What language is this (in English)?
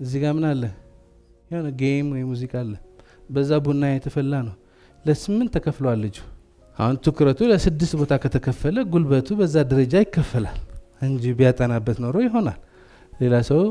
Amharic